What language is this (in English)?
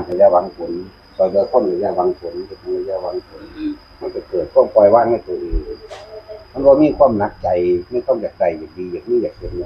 Northeastern Thai